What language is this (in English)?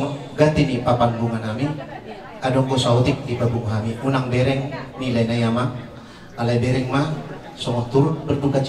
Batak Toba